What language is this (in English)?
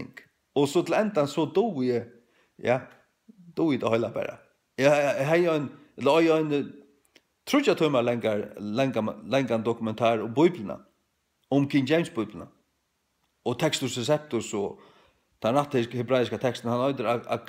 Faroese